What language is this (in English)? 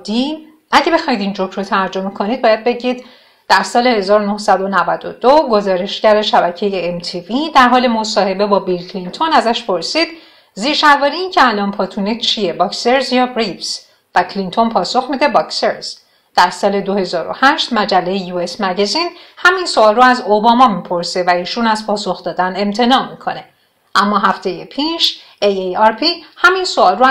Persian